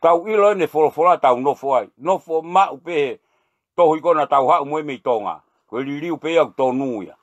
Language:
Tongan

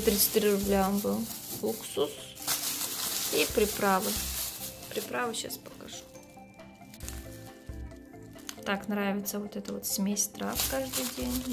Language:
Russian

